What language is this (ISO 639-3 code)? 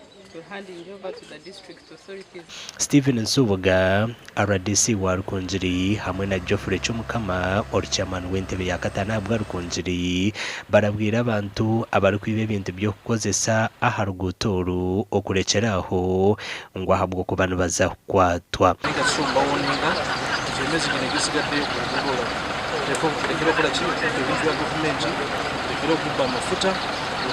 nyn